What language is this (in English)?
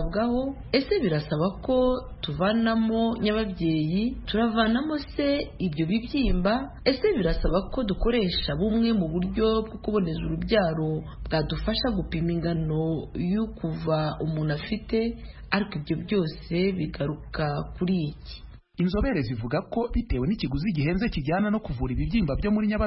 Kinyarwanda